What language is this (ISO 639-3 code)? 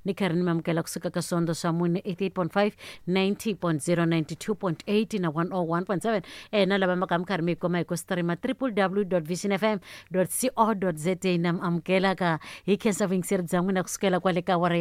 tso